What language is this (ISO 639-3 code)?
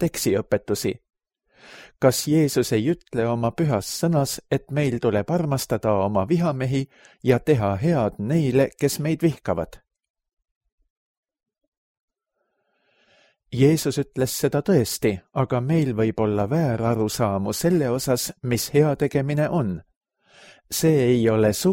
est